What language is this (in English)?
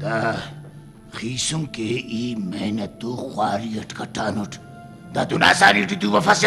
Brahui